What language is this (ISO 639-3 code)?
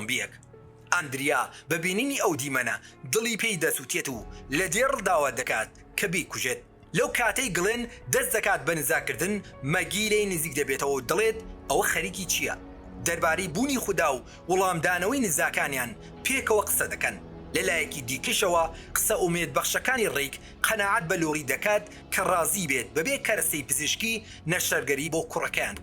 ckb